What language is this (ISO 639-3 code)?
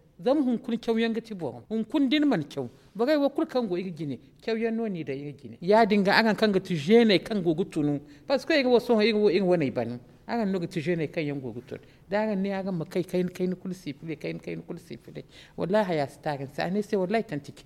dje